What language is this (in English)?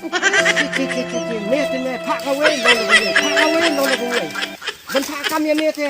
Khasi